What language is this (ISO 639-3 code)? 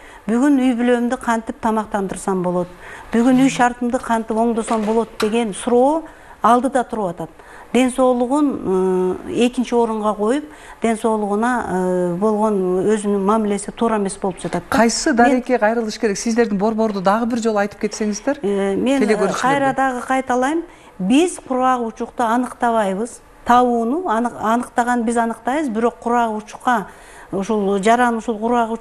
kir